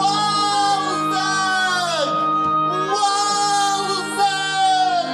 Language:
Ossetic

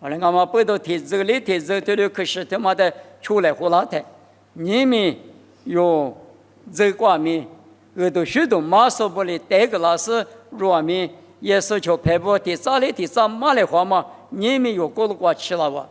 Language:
Lisu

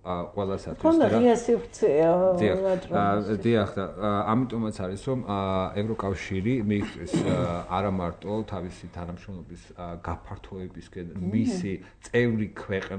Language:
Georgian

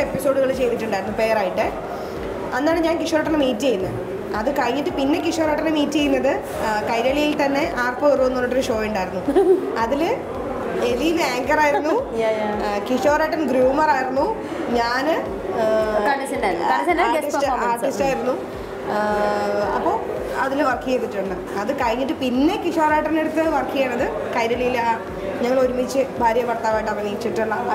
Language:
Malayalam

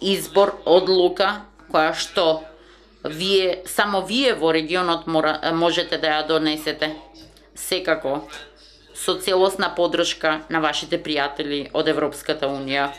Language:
Macedonian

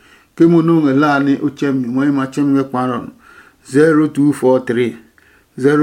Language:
Adangme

